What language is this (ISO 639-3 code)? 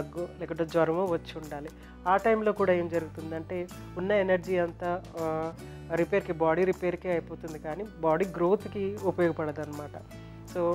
tel